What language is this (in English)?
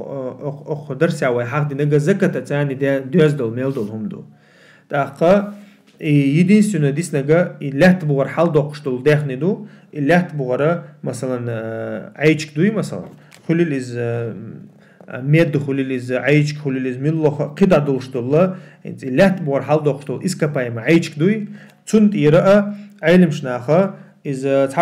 Chechen